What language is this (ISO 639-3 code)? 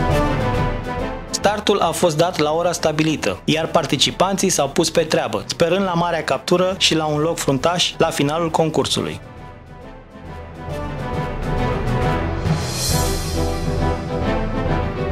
ron